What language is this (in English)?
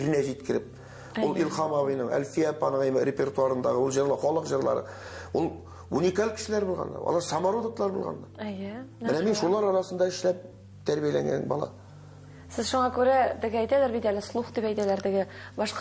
Tatar